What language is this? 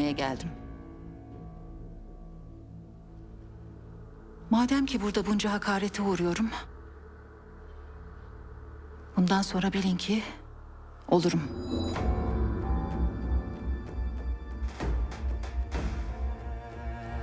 Turkish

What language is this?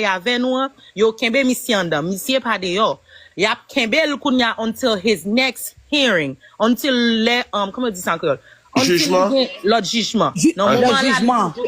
Haitian Creole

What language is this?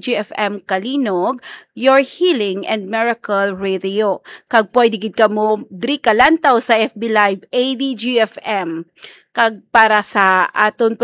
Hiligaynon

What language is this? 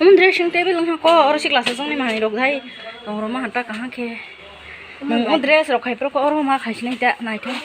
Kok Borok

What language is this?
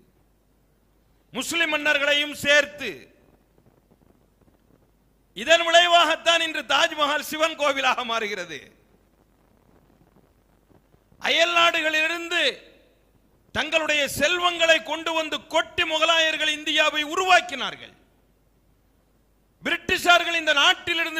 Tamil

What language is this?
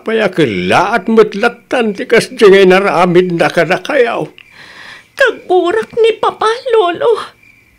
Iloko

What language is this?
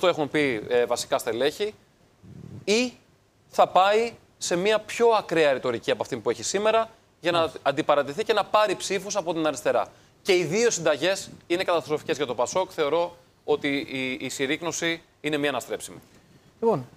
Greek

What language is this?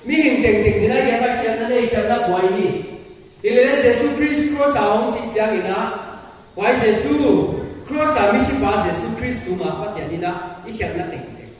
Paite Chin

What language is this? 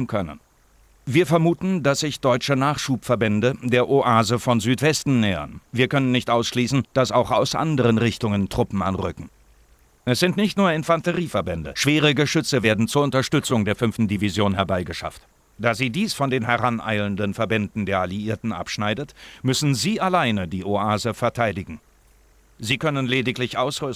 Bavarian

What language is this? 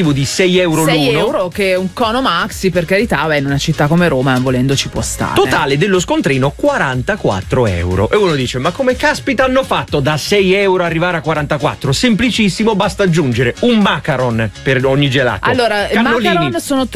Italian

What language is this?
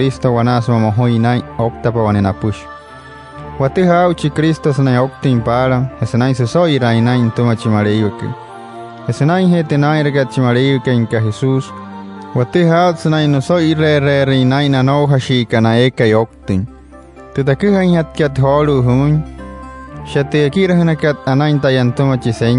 Wayuu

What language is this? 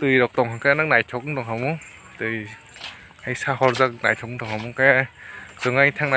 Kok Borok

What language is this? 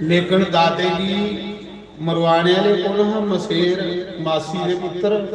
Dogri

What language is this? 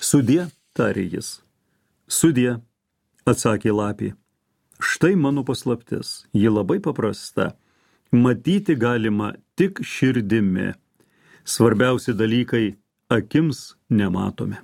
Lithuanian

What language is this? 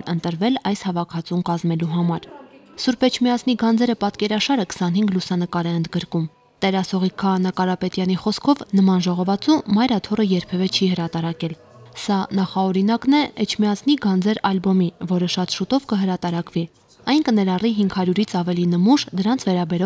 Armenian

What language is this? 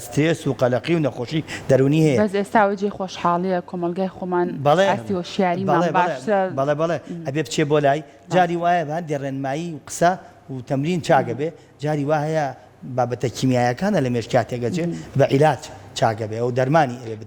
Central Kurdish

